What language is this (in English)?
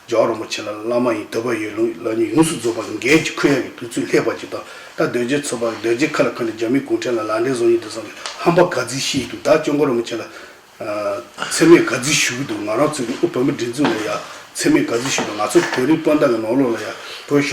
Tibetan